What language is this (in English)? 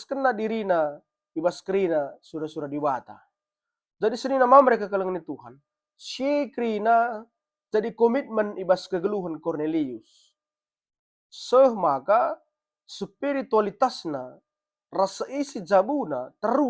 Batak Karo